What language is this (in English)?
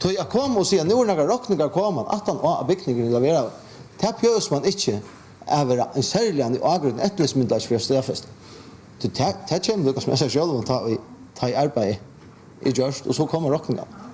Faroese